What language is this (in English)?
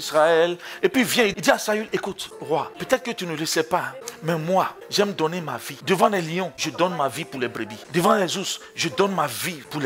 French